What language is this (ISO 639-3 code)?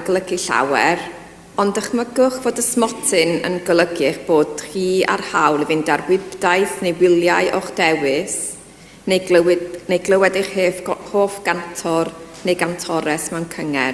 cym